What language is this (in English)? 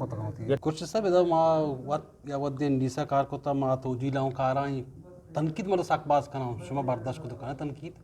Eastern Balochi